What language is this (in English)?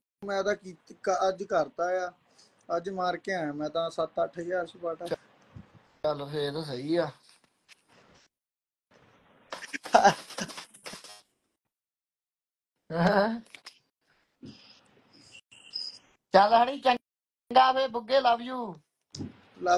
Punjabi